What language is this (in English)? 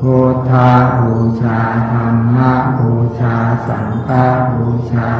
Pali